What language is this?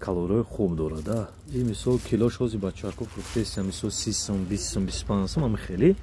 Tajik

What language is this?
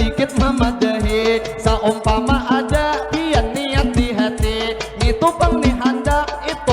Banjar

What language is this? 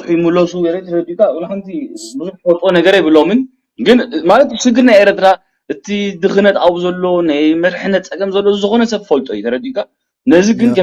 Tigrinya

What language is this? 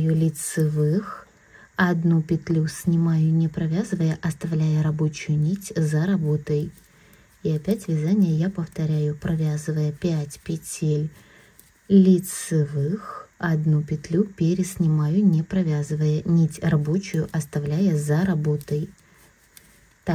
Russian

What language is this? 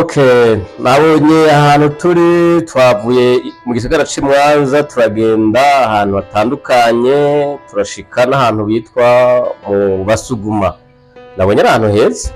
Rundi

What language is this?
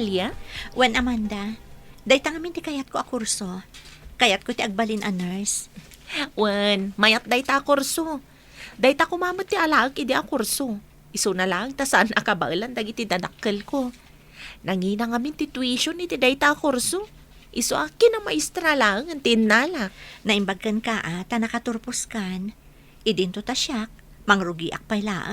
Iloko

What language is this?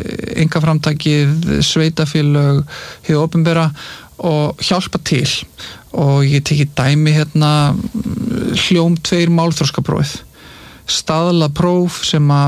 Icelandic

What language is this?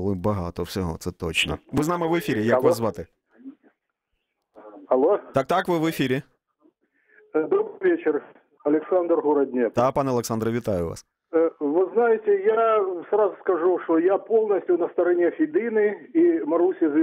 Ukrainian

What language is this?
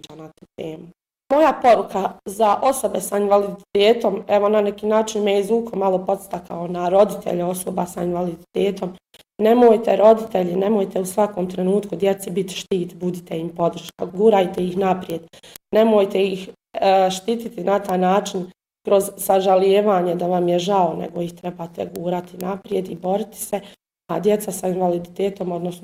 Bosnian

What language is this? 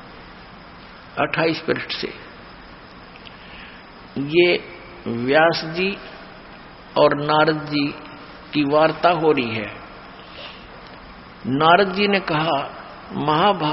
Hindi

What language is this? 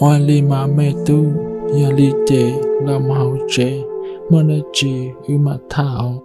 Hmong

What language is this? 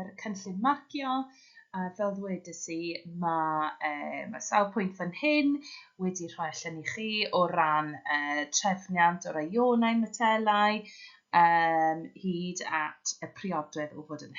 Welsh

